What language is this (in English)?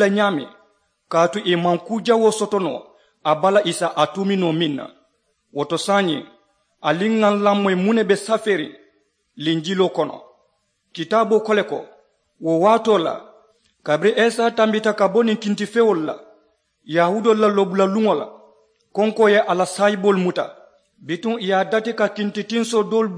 Mandingo